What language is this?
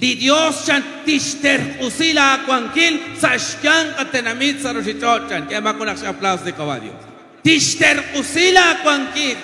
Kekchí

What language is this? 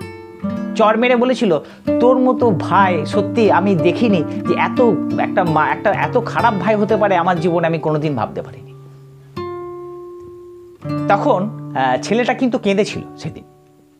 Bangla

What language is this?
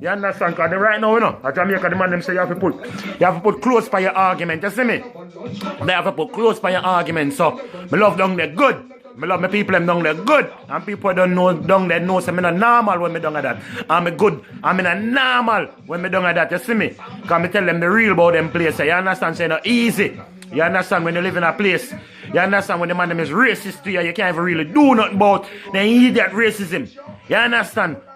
Jamaican Creole English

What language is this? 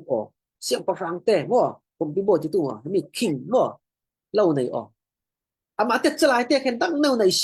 Falam Chin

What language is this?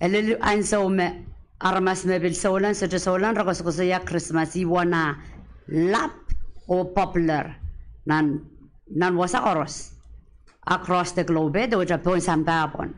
Pohnpeian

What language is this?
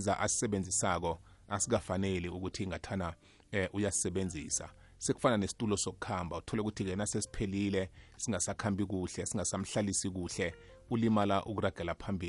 South Ndebele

